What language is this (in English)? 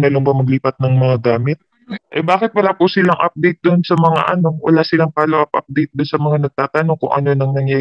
Filipino